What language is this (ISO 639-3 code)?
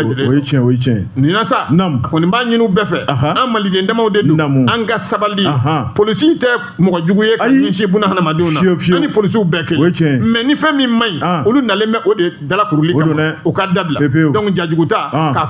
bam